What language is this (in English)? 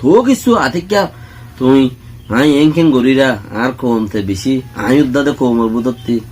Rohingya